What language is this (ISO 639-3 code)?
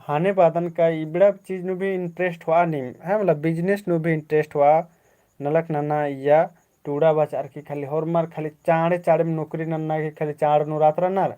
kru